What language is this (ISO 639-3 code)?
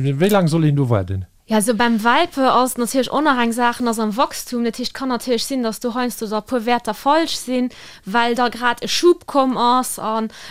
ltz